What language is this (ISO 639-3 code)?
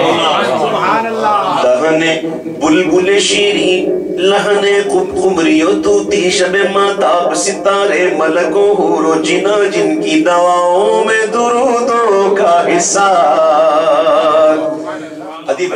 urd